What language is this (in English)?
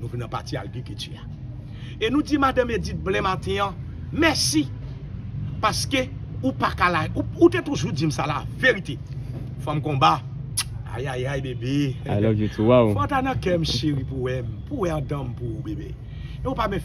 Haitian Creole